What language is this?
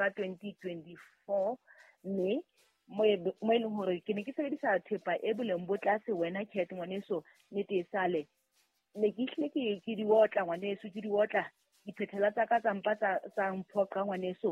Southern Sotho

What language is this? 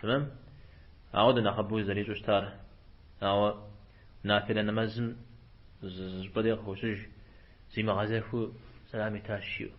Kabardian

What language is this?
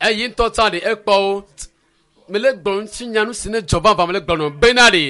Ewe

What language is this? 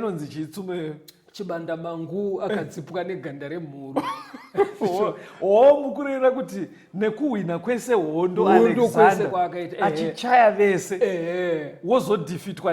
Shona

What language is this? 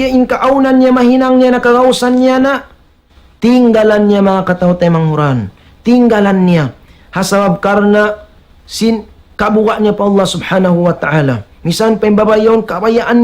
Tausug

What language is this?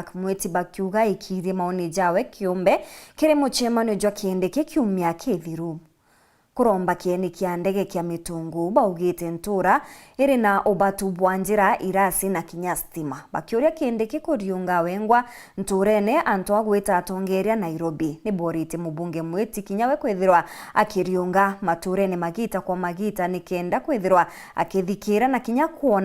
Meru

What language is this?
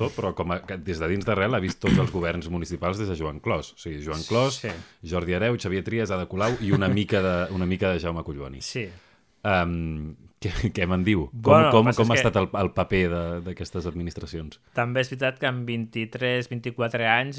Catalan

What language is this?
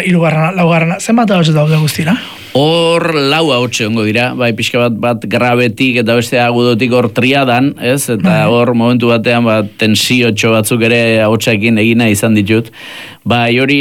Basque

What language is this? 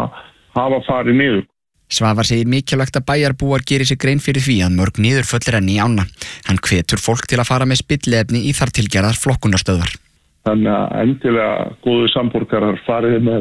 Icelandic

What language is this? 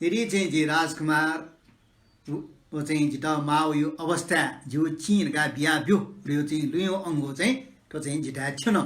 Newari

